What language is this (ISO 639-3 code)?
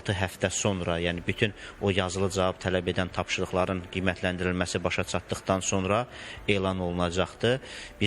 aze